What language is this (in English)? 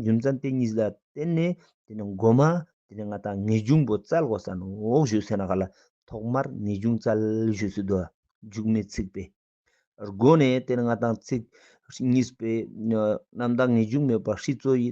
Ladakhi